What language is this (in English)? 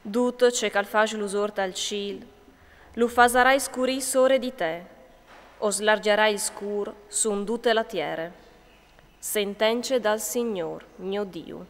Friulian